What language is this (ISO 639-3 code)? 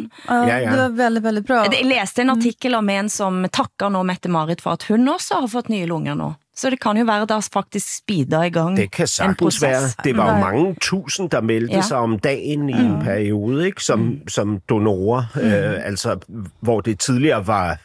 dan